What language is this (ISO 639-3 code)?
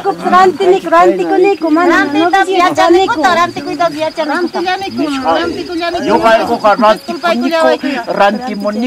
quy